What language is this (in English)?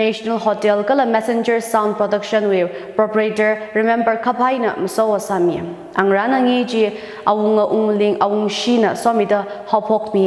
Tangkhul Naga (India)